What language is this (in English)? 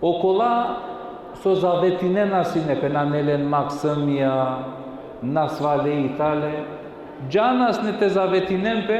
Balkan Romani